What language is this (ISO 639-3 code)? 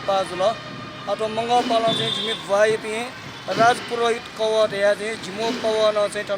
new